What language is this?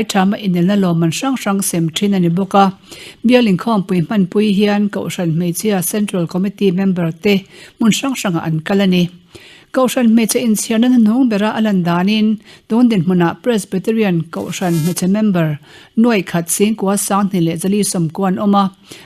Mizo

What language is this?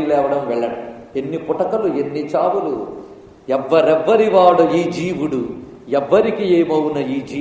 Telugu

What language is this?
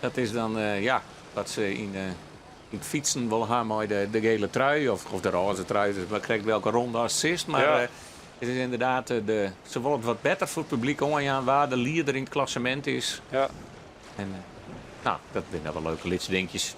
Western Frisian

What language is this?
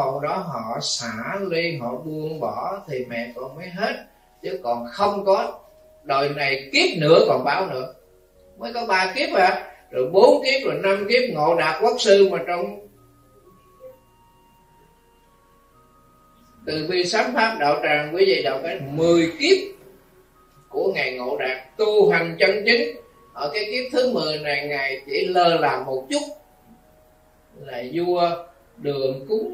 Vietnamese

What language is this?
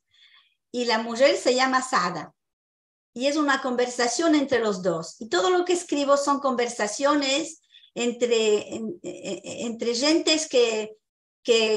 Ladino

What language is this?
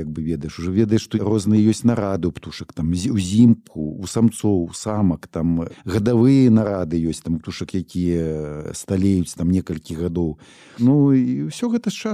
Belarusian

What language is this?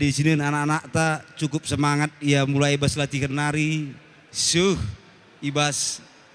Batak Karo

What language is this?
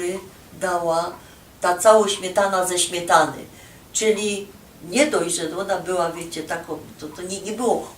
Silesian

